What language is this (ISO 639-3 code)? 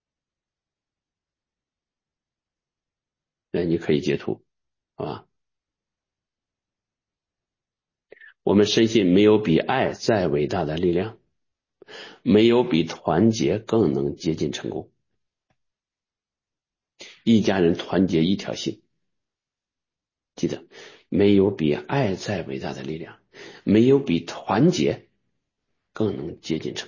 zho